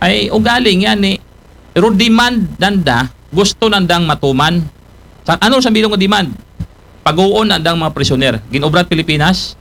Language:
Aklanon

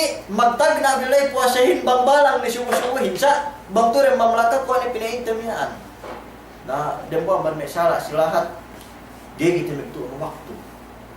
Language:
Yakan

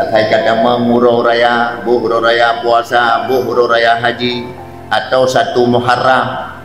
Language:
Achinese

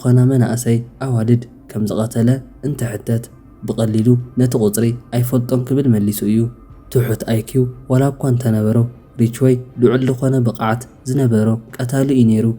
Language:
Tigrinya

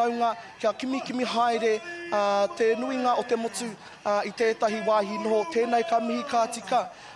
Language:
Māori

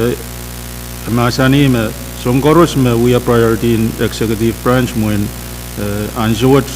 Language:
Pohnpeian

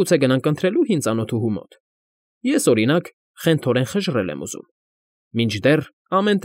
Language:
Armenian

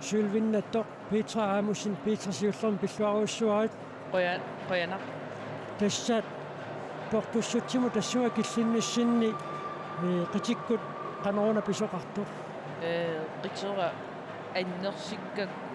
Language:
Kalaallisut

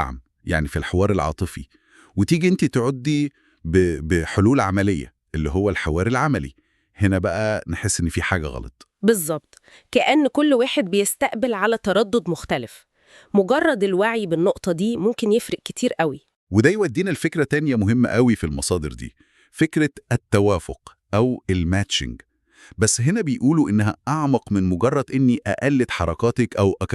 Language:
Egyptian Arabic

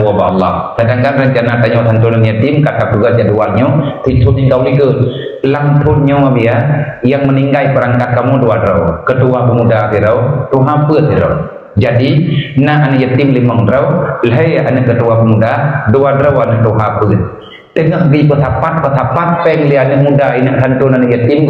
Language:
Achinese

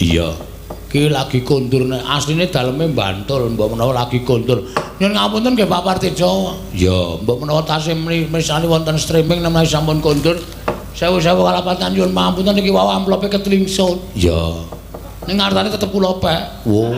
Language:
Javanese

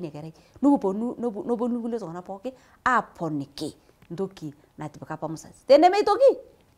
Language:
Masai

